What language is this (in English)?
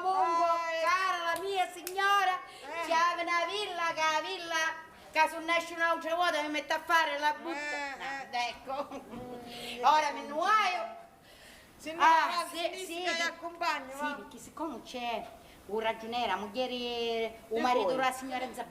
Sicilian